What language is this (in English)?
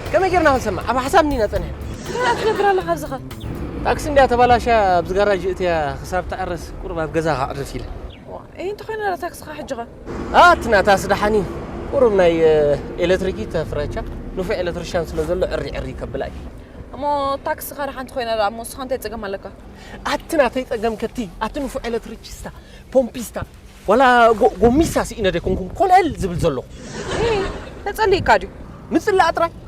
Tigrinya